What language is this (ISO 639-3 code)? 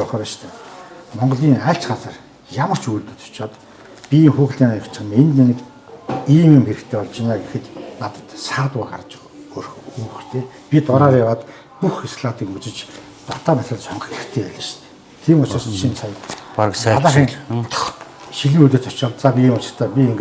mon